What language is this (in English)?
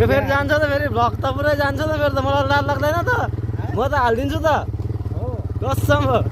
Nepali